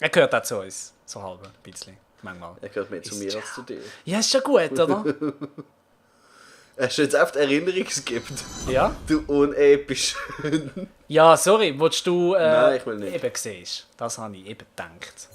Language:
Swiss German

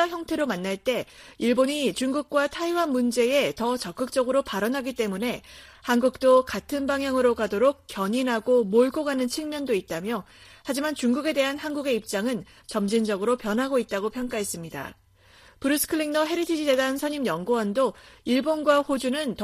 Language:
Korean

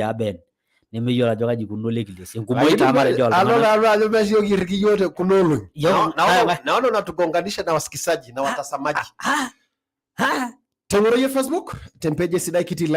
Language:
Masai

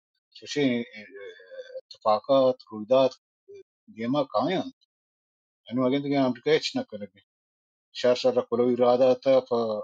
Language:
Baluchi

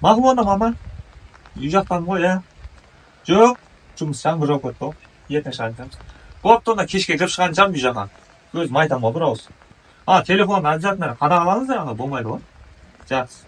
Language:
Kazakh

